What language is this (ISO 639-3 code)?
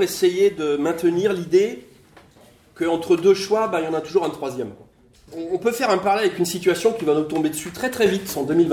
fra